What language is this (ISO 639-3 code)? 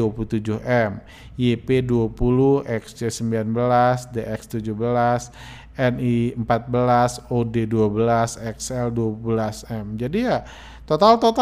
ind